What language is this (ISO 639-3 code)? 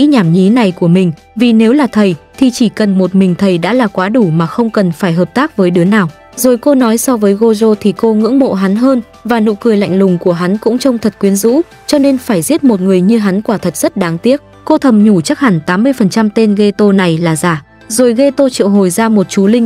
vie